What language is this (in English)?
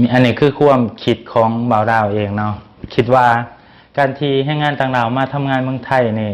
Lao